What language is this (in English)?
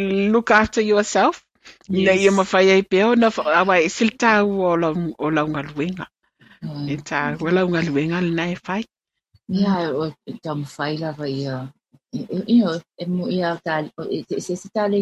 Samoan